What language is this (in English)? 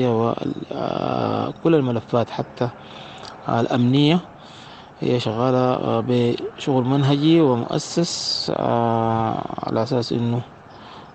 Sudanese Arabic